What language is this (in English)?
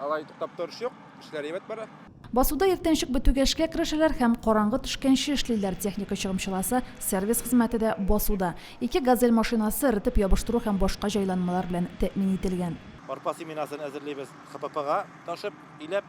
Tatar